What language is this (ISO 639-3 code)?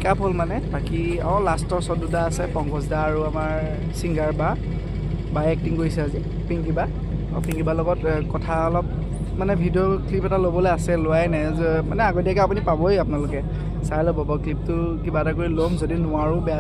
asm